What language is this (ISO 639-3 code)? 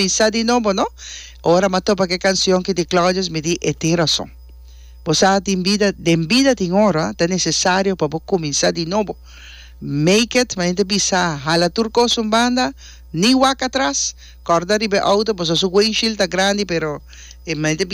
pap